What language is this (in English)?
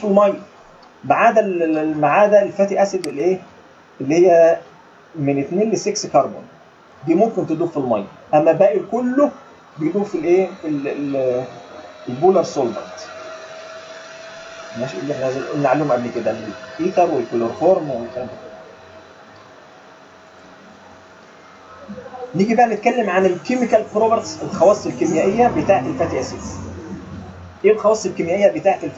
Egyptian Arabic